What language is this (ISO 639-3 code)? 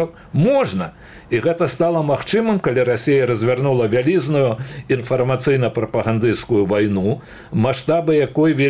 bel